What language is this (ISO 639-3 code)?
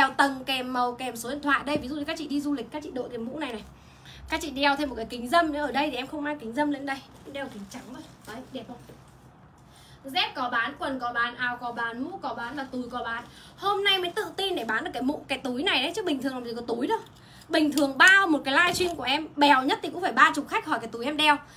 vie